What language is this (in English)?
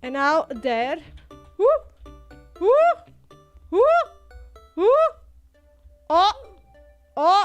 Western Frisian